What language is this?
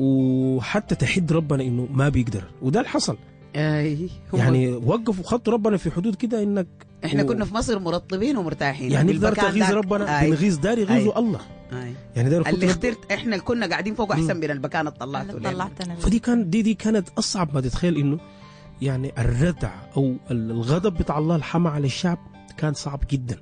Sudanese Arabic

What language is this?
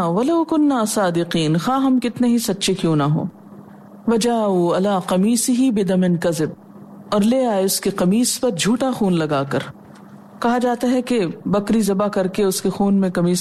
Urdu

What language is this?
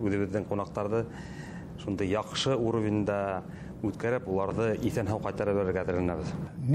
Bashkir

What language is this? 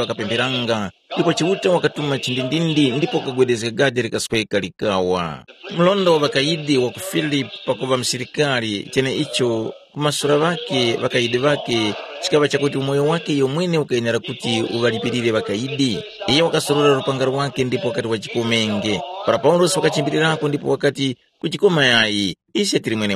Tumbuka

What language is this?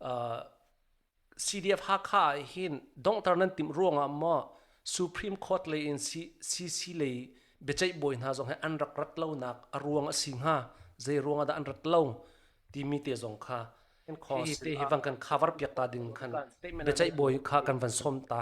Hakha Chin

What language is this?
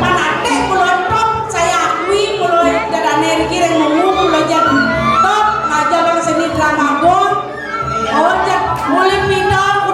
Balinese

